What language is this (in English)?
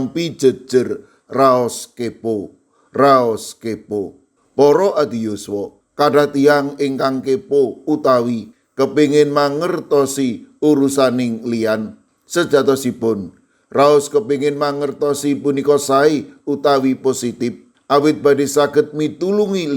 Javanese